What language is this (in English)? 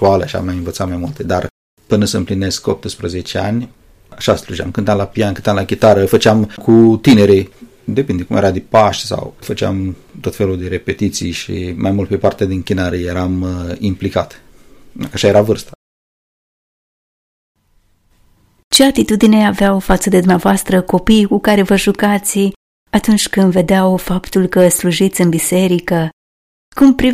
Romanian